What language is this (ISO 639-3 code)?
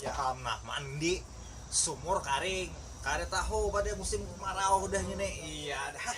bjn